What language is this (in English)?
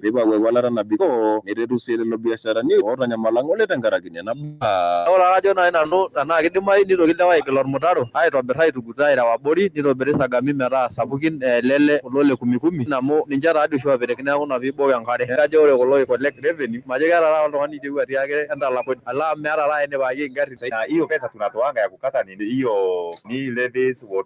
Masai